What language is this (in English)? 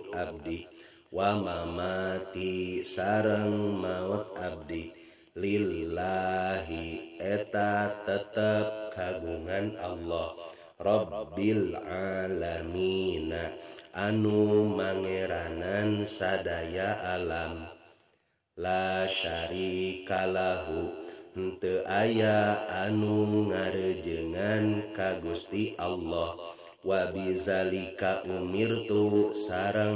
Sundanese